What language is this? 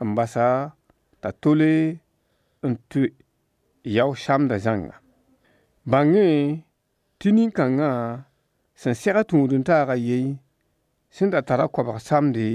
Mossi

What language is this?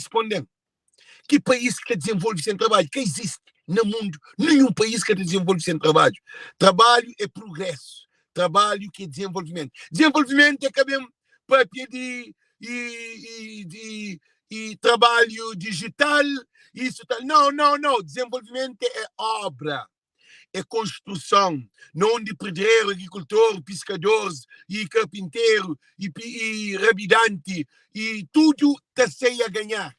Kabuverdianu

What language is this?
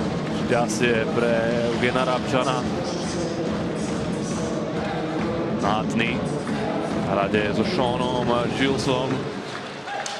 Slovak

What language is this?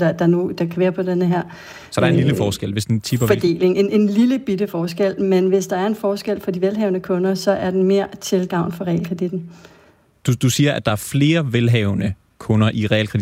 Danish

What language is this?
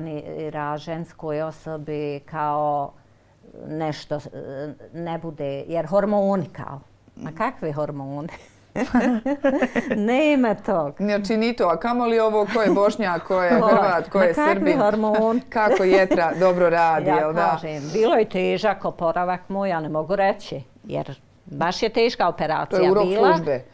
Bosnian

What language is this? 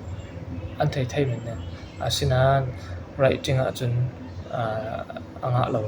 Falam Chin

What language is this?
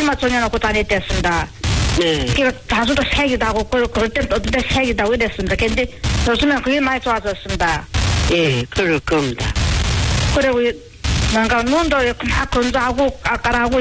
Korean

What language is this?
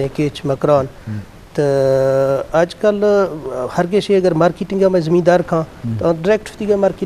Eastern Balochi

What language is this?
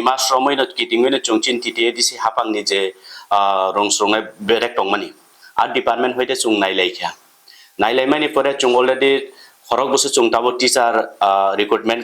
Kok Borok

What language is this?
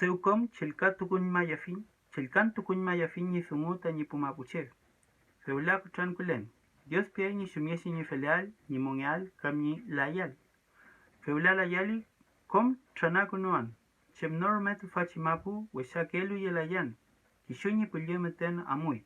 Mapuche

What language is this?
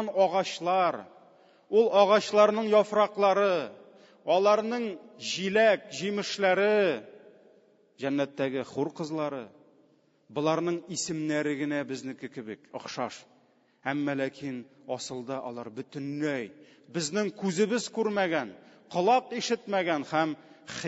Tatar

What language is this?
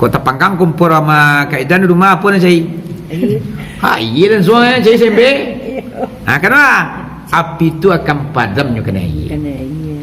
Minangkabau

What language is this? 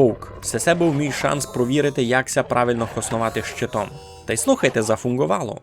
Rusyn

